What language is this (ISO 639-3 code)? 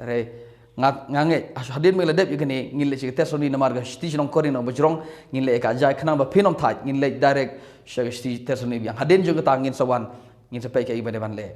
kha